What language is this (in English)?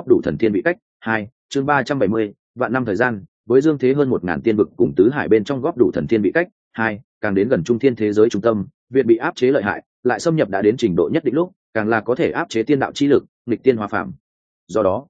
Vietnamese